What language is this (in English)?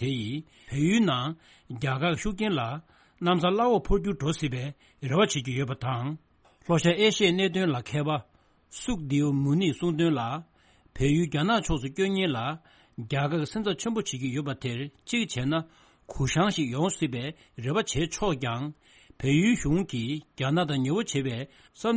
Tibetan